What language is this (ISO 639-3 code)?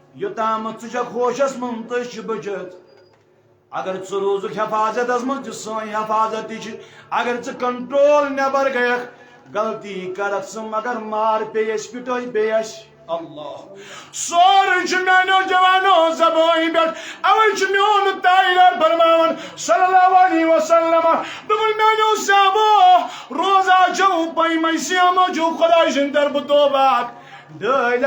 kas